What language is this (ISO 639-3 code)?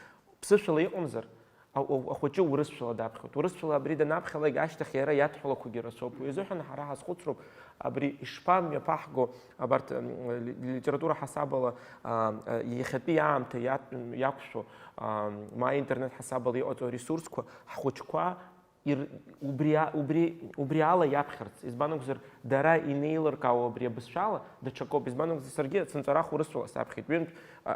abk